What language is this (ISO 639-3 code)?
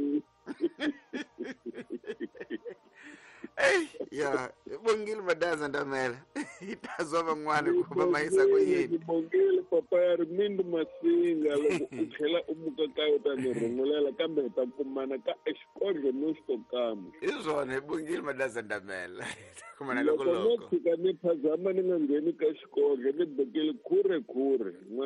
tso